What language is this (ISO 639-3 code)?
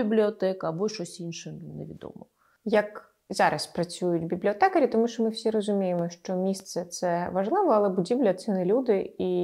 ukr